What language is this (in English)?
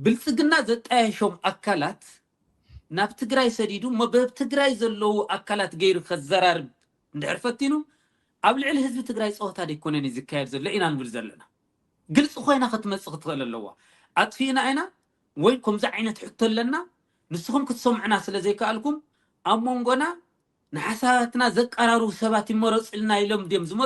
Tigrinya